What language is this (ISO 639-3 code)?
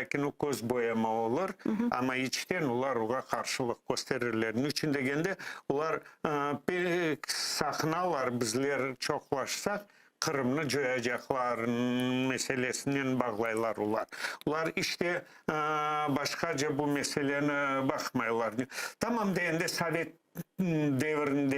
crh